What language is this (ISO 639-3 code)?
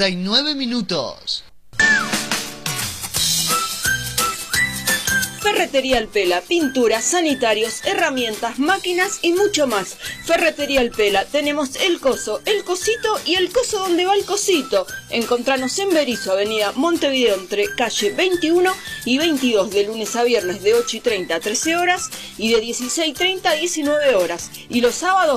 spa